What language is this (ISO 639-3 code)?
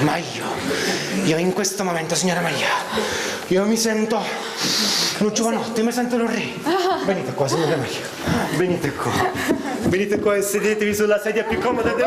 nap